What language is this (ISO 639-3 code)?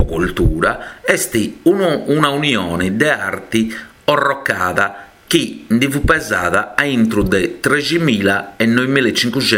srd